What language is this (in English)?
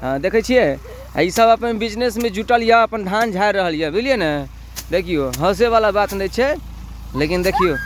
Maithili